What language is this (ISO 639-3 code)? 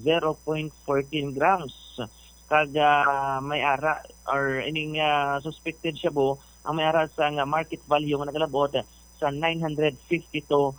hil